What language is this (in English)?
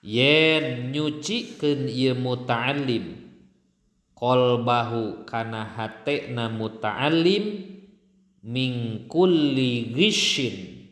Sundanese